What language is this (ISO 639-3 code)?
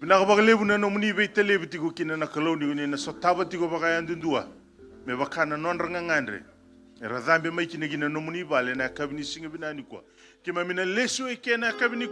fij